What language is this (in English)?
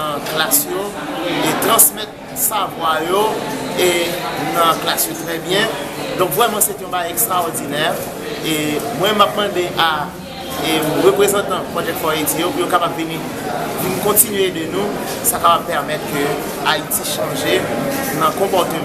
Haitian Creole